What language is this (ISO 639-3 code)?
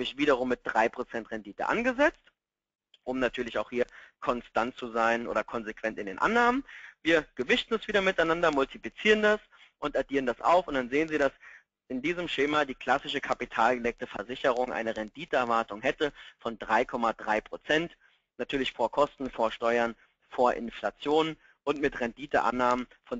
deu